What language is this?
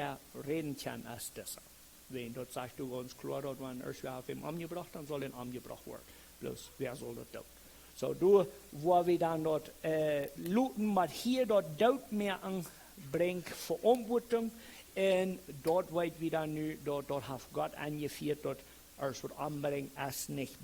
Plautdietsch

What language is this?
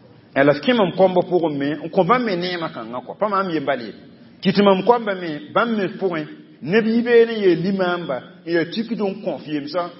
Mossi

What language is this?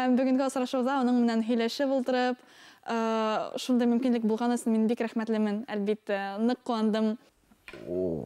Bashkir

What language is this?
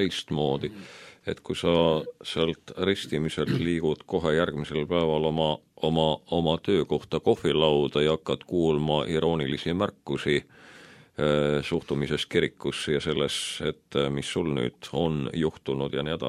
Estonian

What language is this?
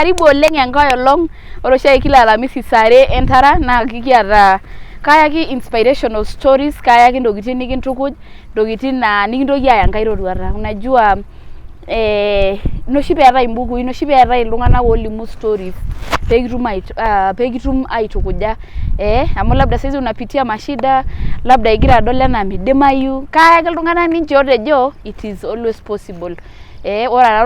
Masai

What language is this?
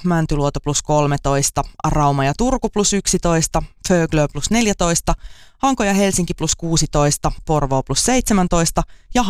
Finnish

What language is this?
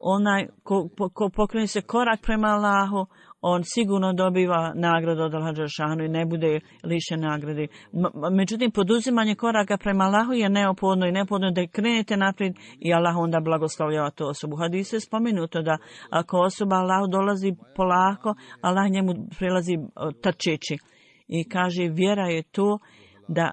Bosnian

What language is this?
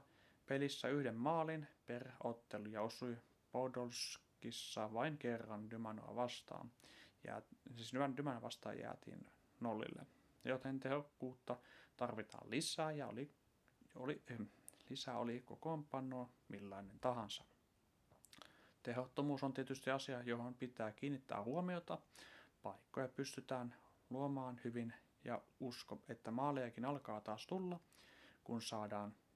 Finnish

